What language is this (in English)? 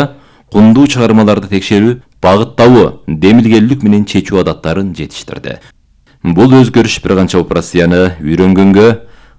Kyrgyz